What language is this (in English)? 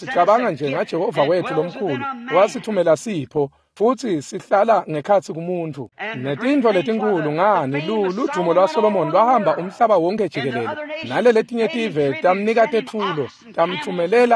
Swati